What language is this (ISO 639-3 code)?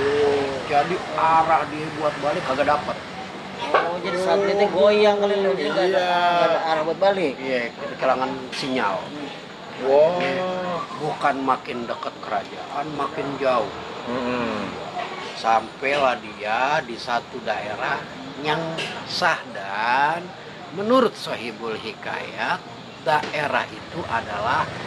bew